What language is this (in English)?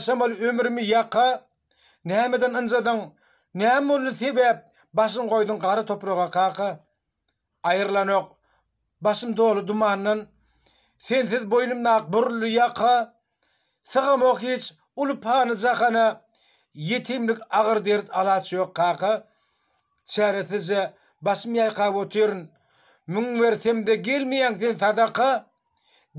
Turkmen